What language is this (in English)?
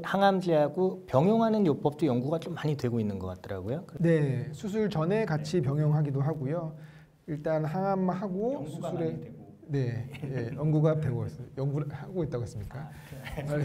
Korean